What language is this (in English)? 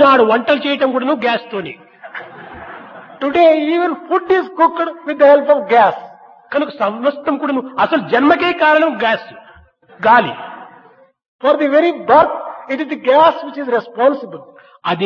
Telugu